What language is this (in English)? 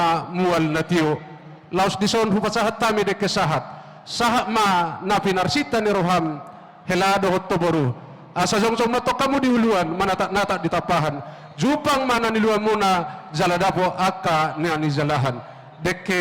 Batak Toba